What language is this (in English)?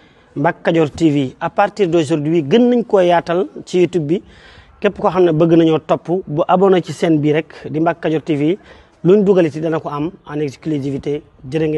Wolof